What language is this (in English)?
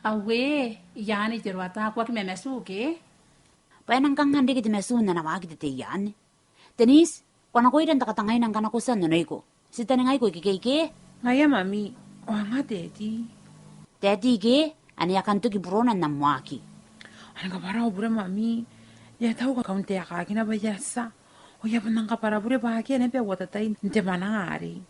Gilbertese